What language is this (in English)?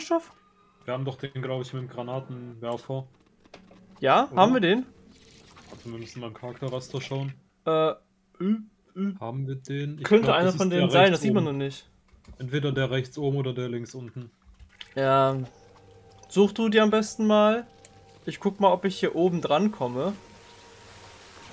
German